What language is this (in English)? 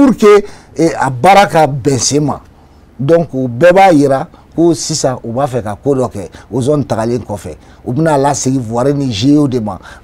Bambara